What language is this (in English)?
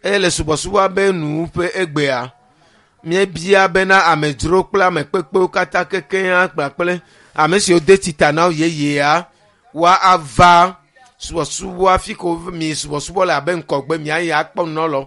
Ewe